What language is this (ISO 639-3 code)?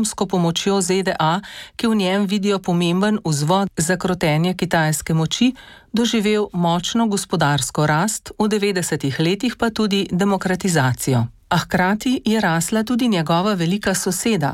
slv